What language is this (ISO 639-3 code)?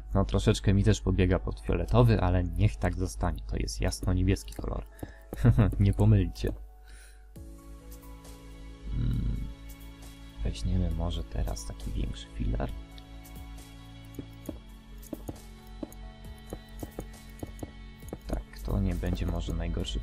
pol